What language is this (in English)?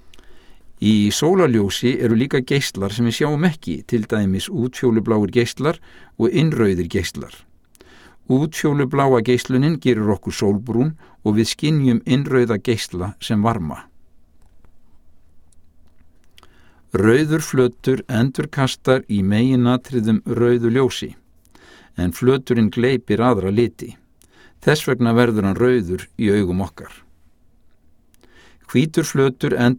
Icelandic